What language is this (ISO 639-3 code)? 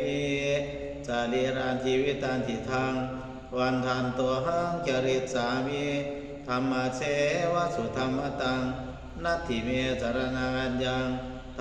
pli